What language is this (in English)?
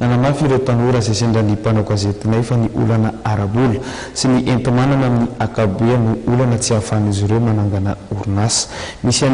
Malagasy